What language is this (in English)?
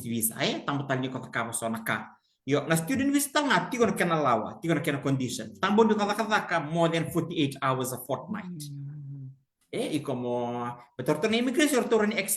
Fijian